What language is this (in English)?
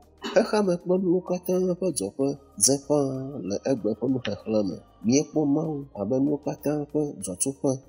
Ewe